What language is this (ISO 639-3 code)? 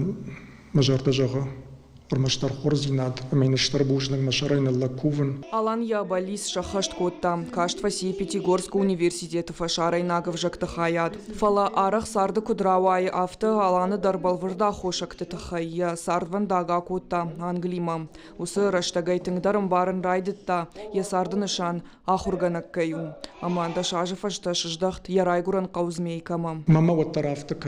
oss